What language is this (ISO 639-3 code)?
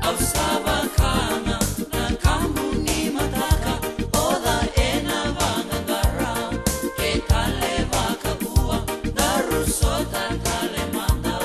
fij